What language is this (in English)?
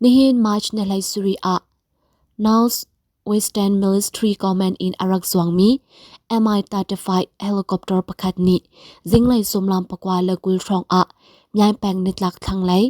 Hakha Chin